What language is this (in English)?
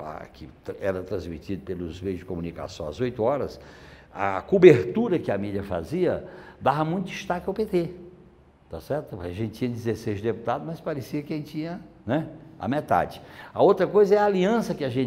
Portuguese